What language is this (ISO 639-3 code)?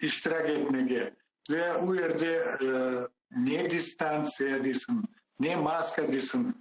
crh